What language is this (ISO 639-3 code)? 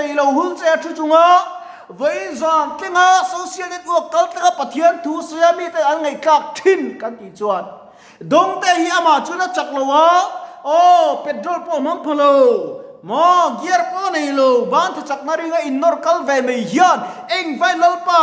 lus